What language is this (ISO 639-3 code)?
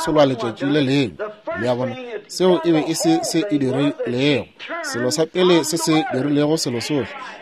nso